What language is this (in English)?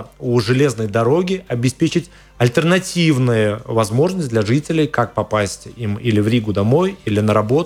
Russian